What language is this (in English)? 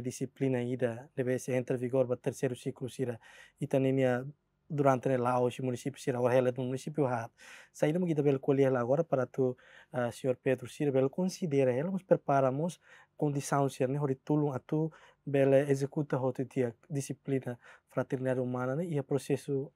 Tetum